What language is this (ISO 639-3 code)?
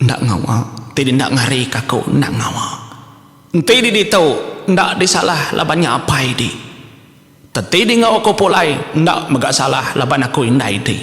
iba